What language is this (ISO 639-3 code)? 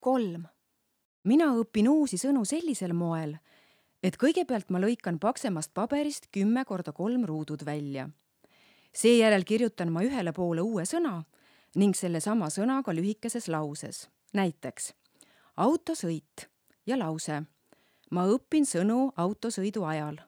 est